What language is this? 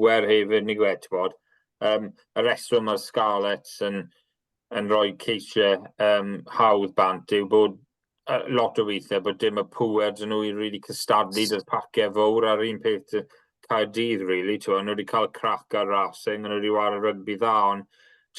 Welsh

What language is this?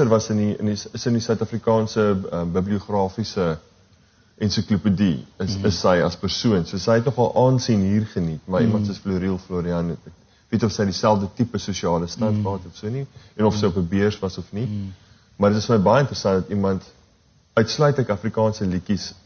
Afrikaans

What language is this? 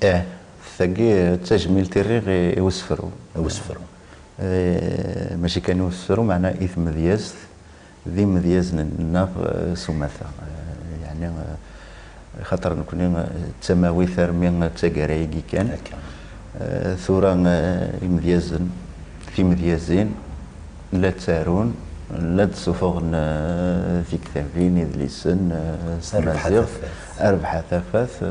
Kabyle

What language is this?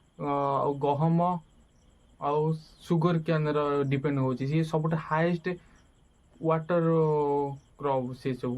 Odia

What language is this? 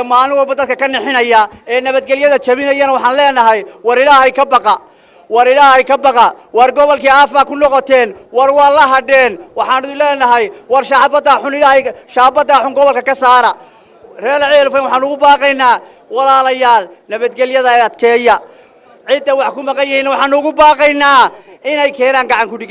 Somali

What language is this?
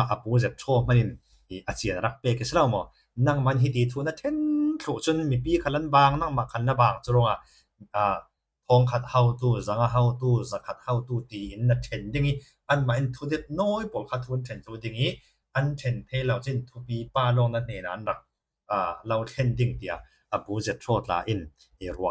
Falam Chin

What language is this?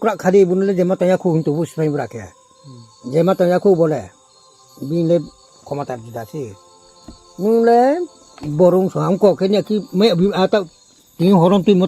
Riang (India)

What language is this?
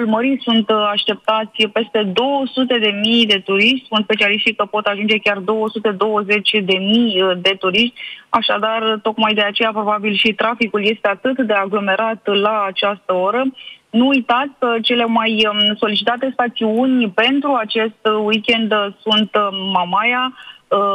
Romanian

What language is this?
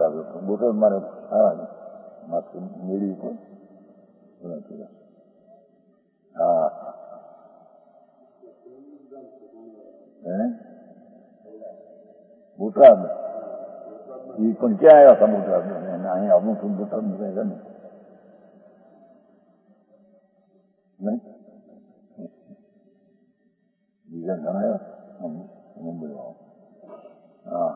Gujarati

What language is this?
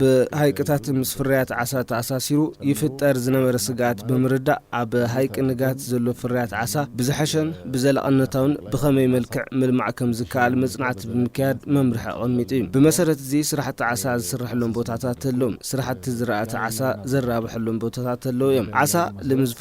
Tigrinya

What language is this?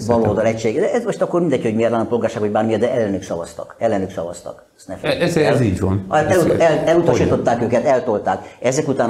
Hungarian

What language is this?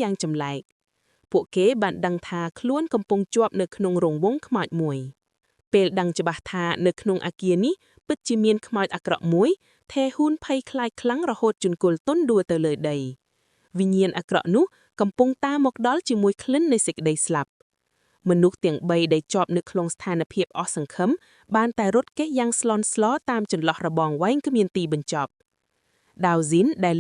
Khmer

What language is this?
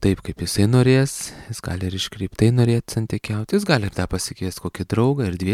Lithuanian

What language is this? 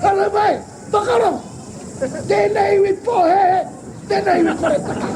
Māori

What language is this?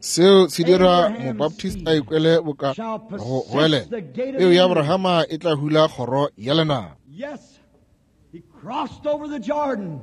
Northern Sotho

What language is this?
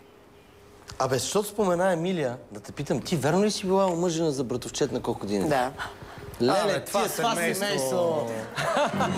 Bulgarian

